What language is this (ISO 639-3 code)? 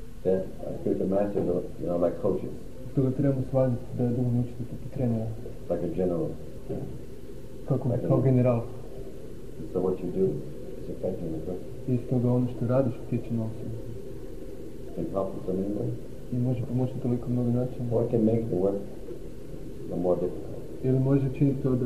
hrv